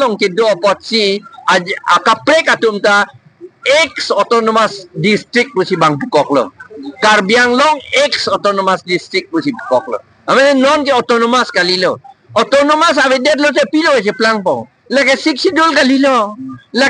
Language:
Karbi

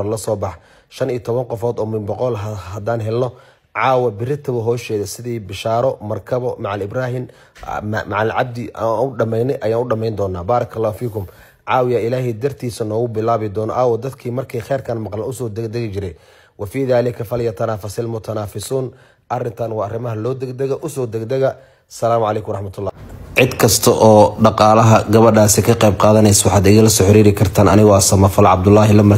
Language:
Somali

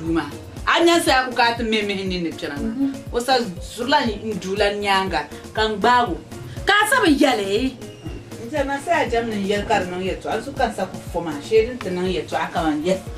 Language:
Dagbani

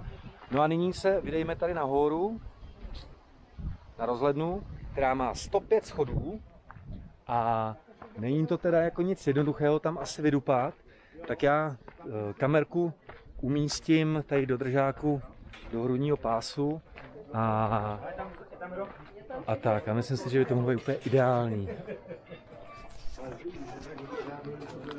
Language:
Czech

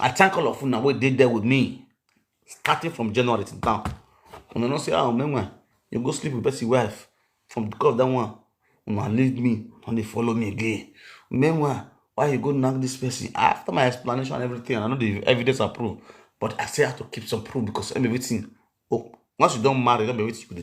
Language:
Nigerian Pidgin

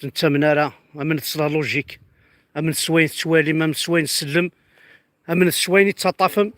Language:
Kabyle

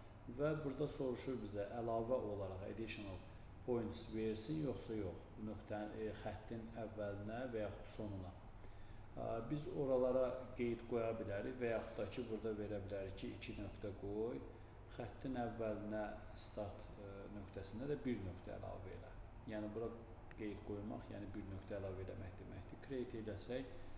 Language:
Azerbaijani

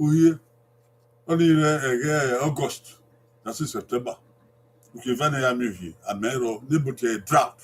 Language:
Bini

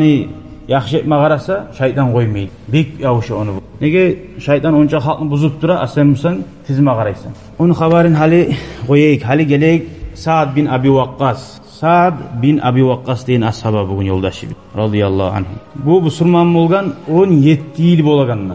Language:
Kumyk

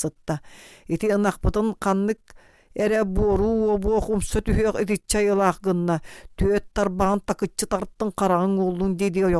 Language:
Yakut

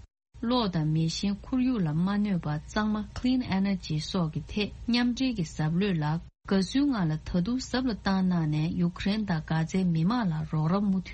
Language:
Tibetan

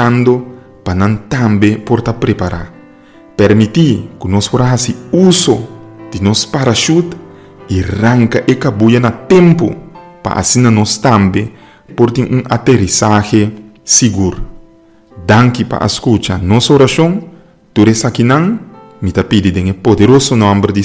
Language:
Papiamento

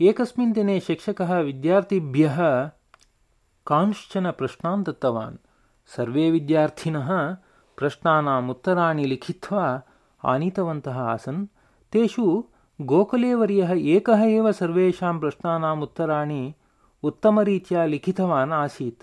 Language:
Sanskrit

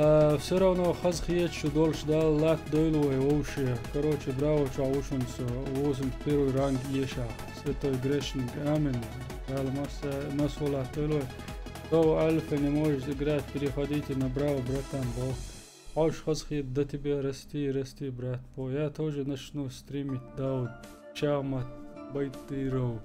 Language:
Chechen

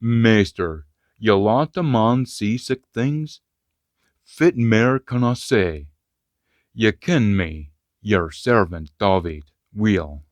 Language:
Scots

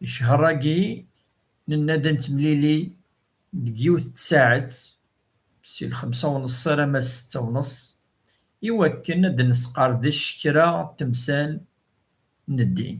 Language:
Kabyle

